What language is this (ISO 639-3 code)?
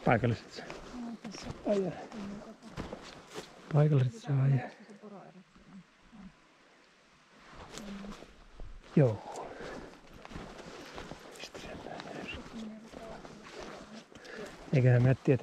fin